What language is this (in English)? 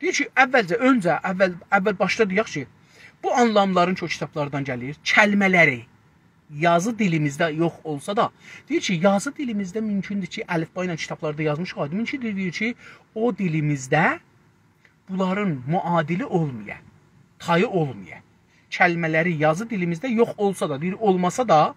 South Azerbaijani